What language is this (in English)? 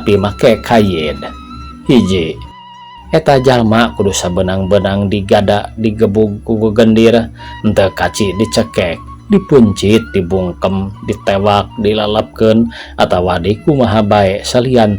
Sundanese